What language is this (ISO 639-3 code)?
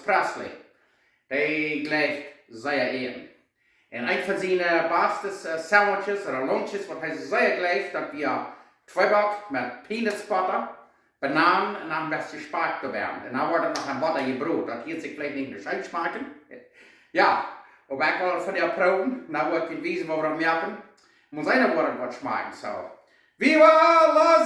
pdt